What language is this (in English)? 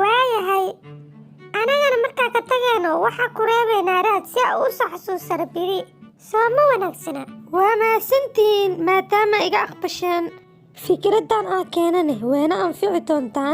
Somali